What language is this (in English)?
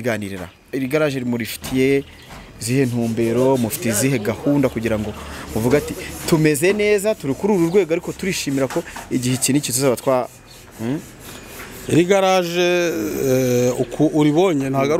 Kinyarwanda